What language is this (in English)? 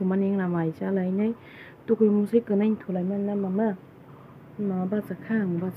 Kok Borok